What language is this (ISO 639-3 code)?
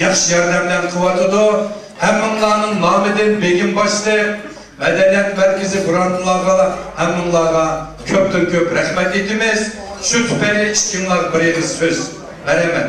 uig